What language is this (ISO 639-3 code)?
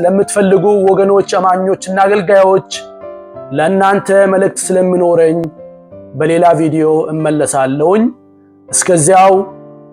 amh